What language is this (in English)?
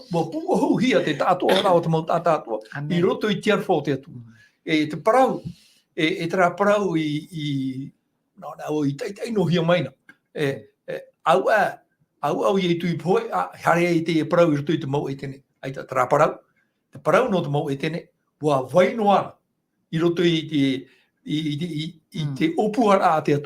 Tahitian